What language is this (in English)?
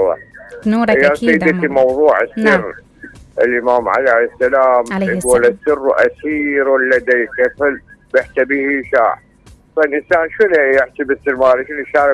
Mesopotamian Arabic